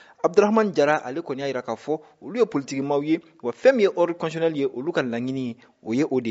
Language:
Bambara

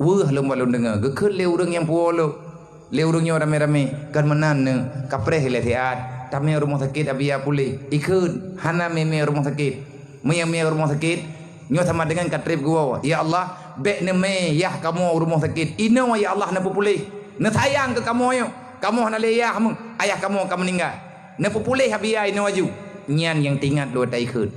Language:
Achinese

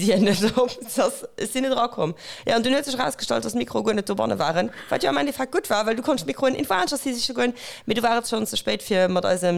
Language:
Luxembourgish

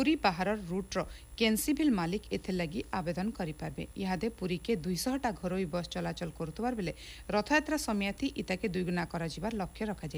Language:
Odia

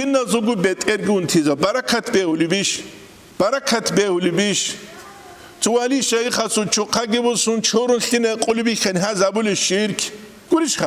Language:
Avaric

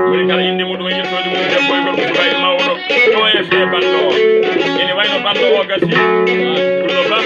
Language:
Fula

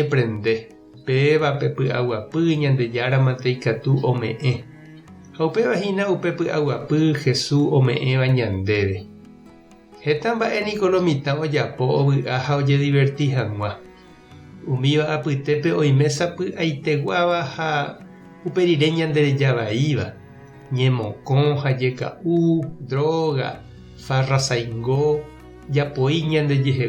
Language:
Guarani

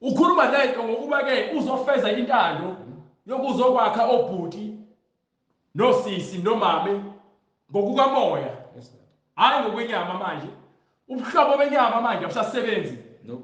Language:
Zulu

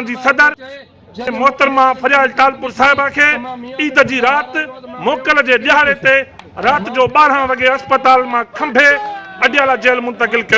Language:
Sindhi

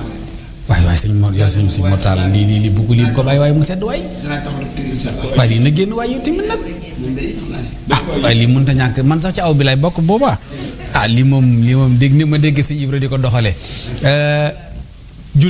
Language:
Wolof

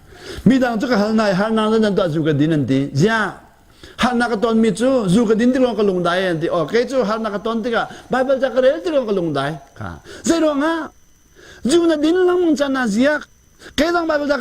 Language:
Hakha Chin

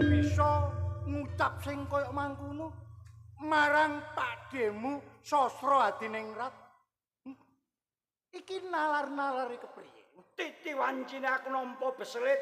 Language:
Javanese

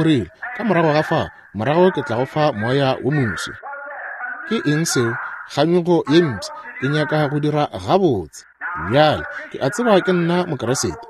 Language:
Northern Sotho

